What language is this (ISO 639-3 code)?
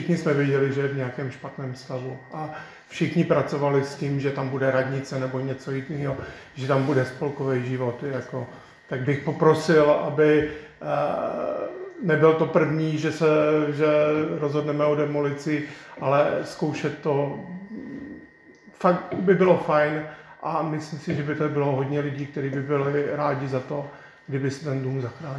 ces